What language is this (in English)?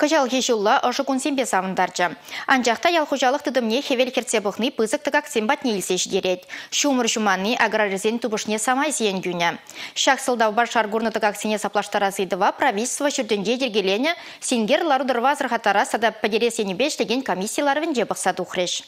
Chuvash